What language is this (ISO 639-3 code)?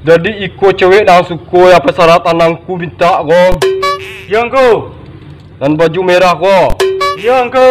min